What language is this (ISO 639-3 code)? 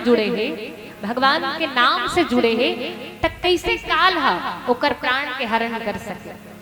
hne